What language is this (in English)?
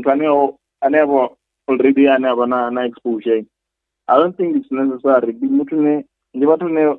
Venda